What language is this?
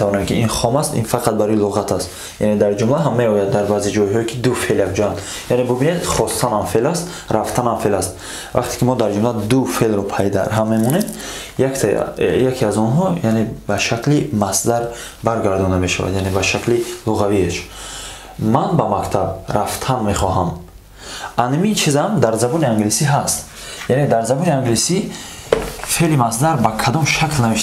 Tajik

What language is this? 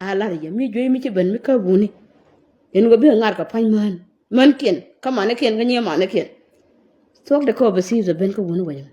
Nuer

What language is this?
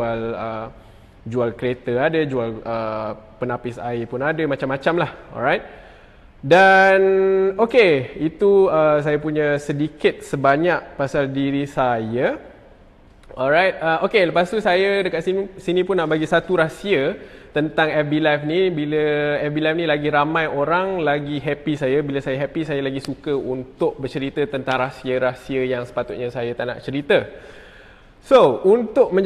Malay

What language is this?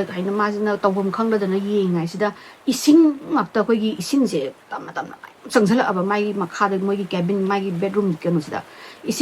Manipuri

